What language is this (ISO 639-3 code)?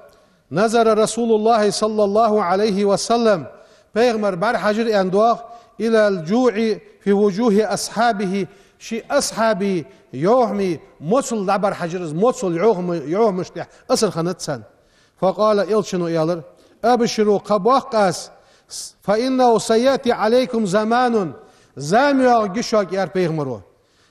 inh